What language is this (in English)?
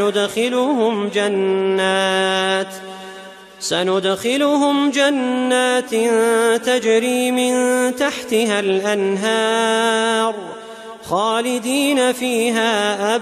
Arabic